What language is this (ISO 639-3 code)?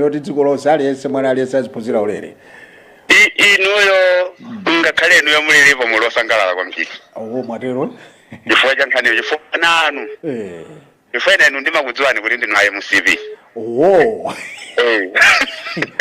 nya